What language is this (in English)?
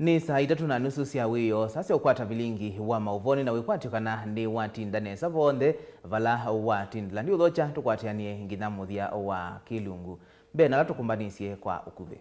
Kamba